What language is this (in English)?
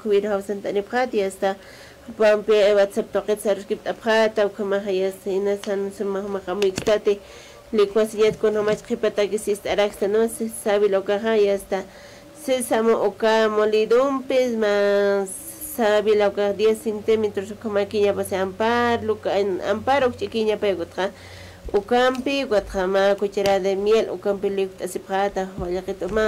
Aymara